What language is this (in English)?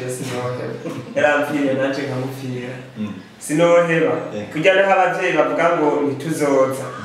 Rundi